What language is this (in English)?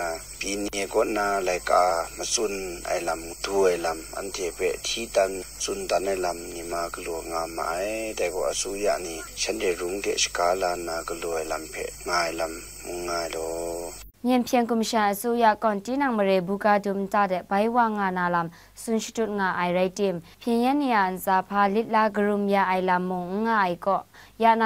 Kachin